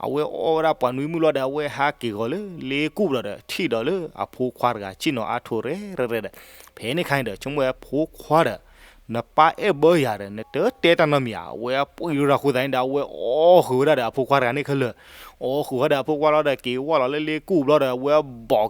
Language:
S'gaw Karen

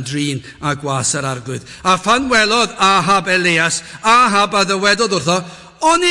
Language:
Welsh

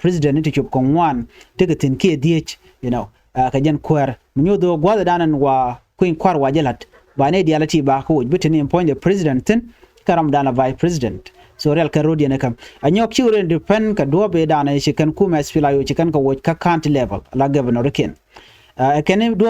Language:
Nuer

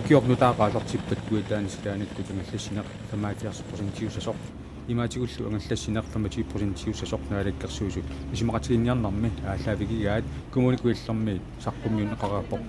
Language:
Kalaallisut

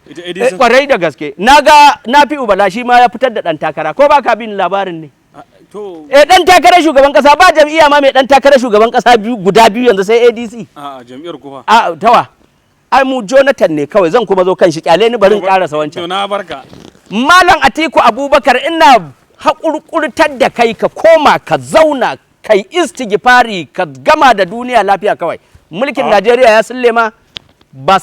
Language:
Hausa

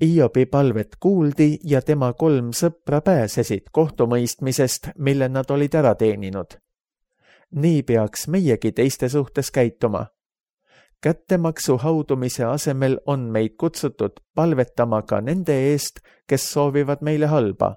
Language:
Estonian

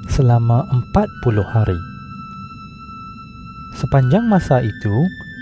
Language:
Malay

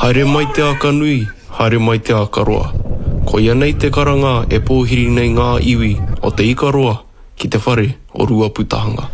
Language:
Māori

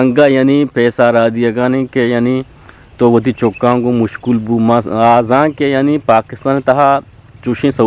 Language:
Eastern Balochi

